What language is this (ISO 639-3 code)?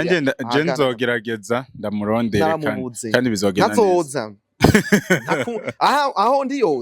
run